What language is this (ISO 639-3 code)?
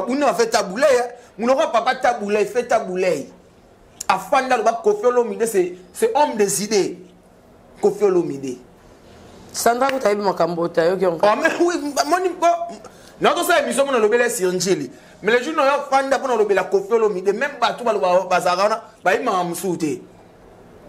lin